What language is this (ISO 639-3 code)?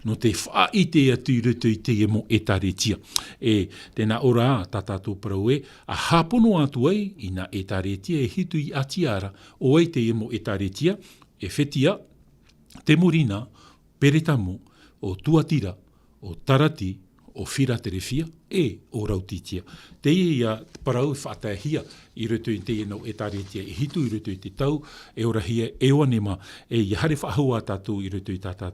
tah